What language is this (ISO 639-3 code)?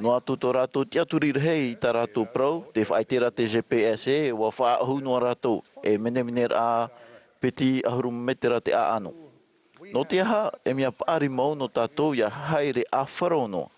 tah